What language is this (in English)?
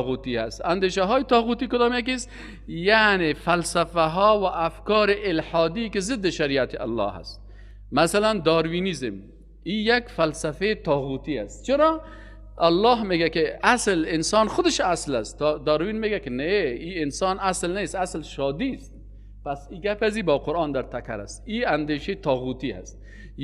Persian